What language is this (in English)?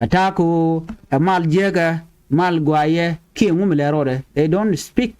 Nuer